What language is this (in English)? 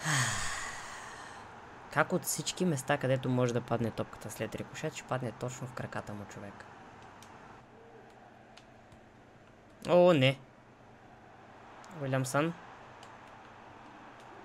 Bulgarian